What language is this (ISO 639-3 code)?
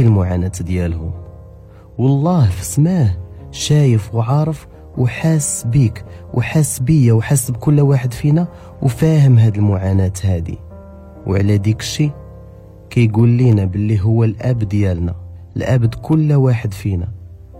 ary